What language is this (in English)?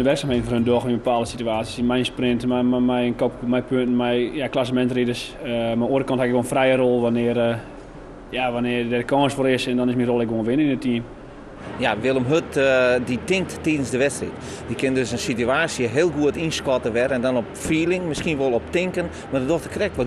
Western Frisian